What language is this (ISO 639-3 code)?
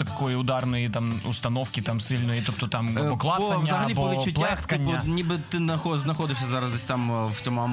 ukr